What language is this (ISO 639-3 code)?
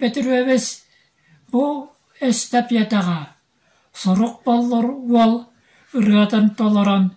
sah